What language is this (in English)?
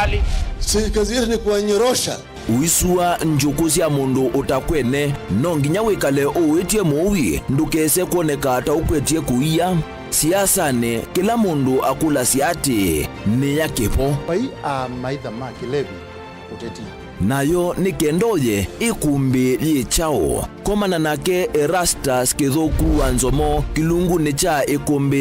Kamba